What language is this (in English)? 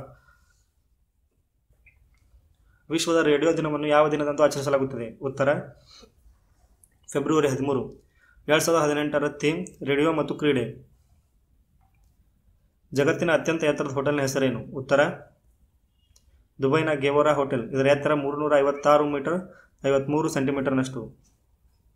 Kannada